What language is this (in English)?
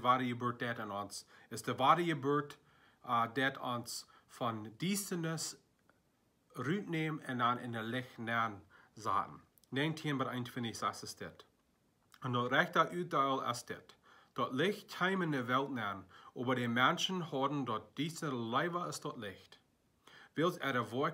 Plautdietsch